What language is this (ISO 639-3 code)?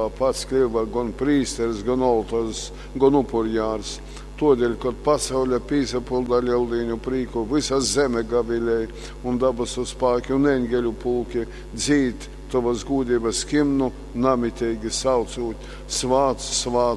ltg